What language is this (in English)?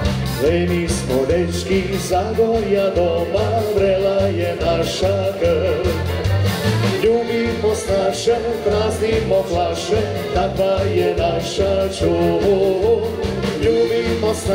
Croatian